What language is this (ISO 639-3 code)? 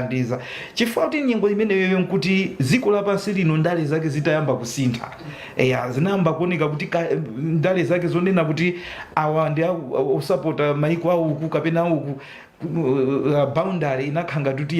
nya